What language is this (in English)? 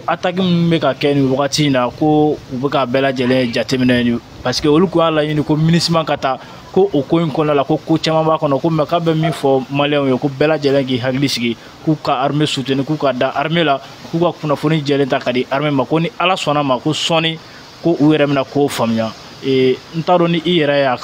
Bambara